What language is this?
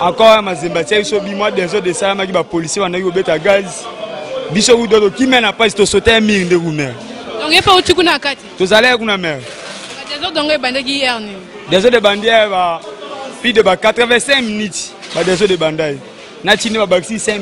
Lingala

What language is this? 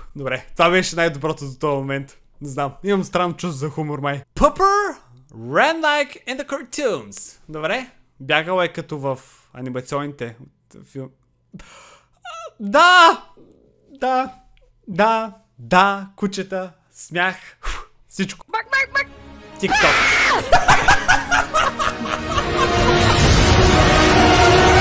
Bulgarian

